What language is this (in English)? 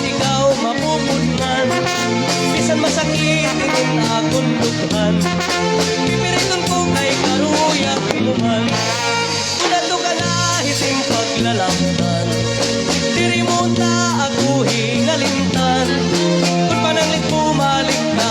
Waray